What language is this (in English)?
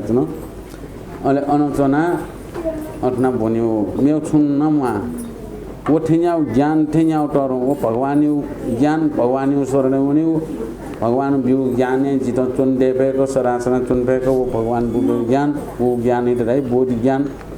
Newari